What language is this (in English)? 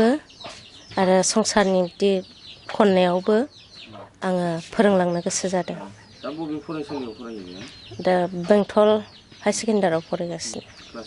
Bodo